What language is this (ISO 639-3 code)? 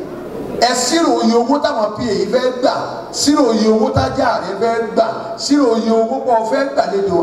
yor